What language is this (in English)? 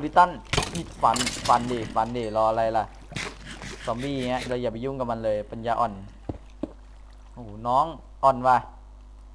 Thai